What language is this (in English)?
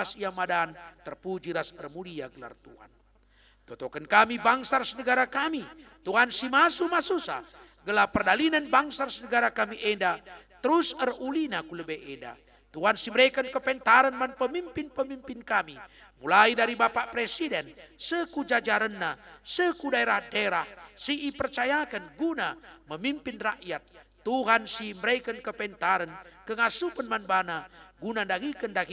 Batak Karo